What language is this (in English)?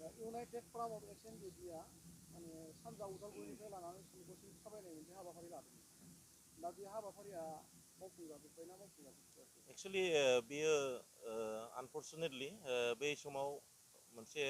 Bodo